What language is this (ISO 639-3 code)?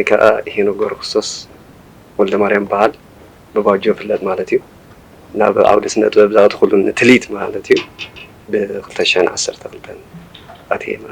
tir